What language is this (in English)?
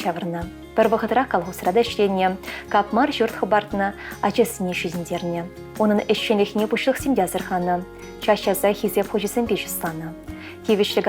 Chuvash